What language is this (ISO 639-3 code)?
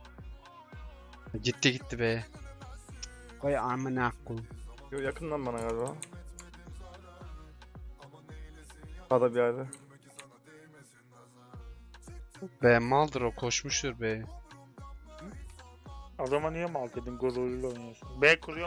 tur